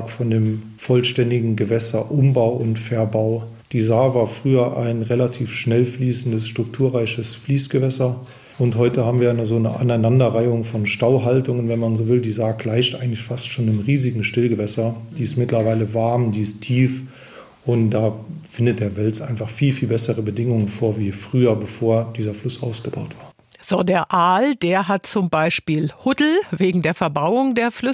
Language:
German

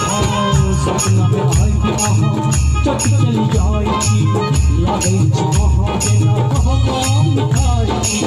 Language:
Maithili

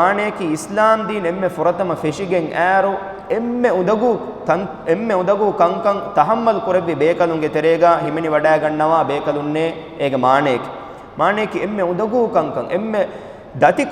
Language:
Divehi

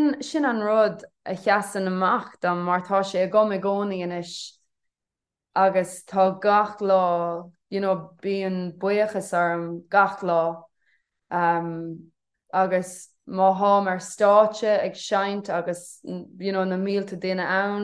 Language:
Irish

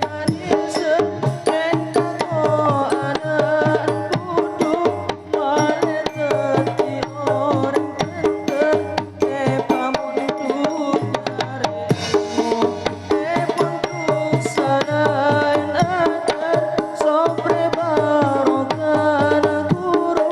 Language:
Madurese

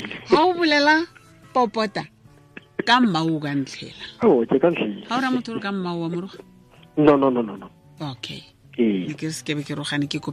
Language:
Tswana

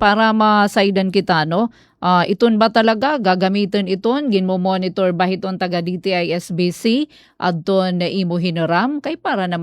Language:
Waray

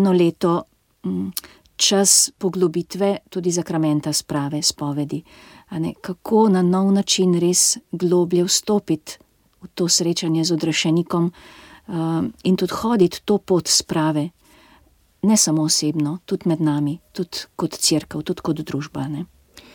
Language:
Slovenian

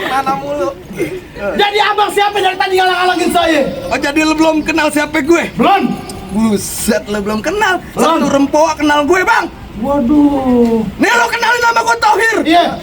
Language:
Betawi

